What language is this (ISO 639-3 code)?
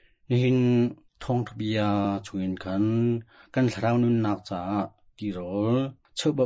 cnh